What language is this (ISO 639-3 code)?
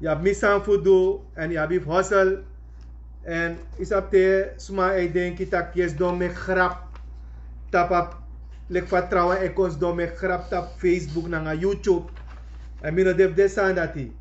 srn